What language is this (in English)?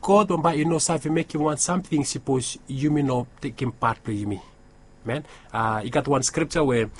Bislama